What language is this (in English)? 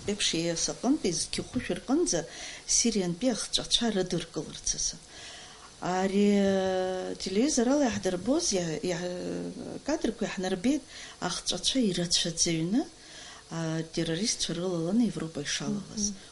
Abkhazian